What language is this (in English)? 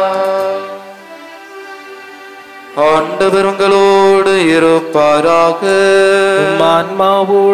Tamil